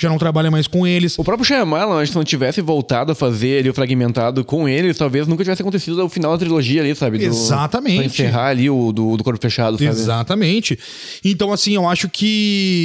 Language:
Portuguese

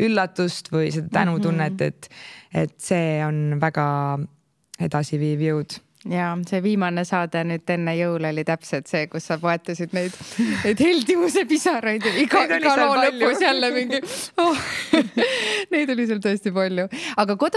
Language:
Estonian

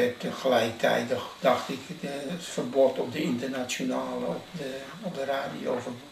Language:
Dutch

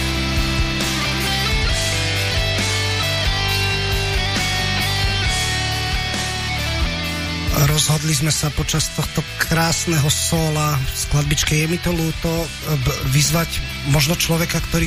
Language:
Slovak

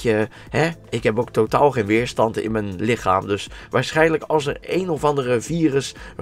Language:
Dutch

